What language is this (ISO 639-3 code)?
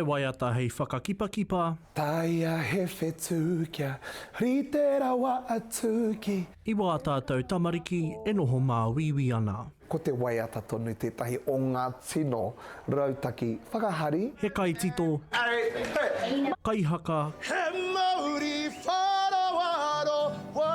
mri